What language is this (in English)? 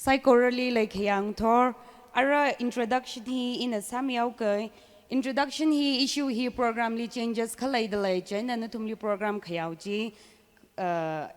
Tangkhul Naga (India)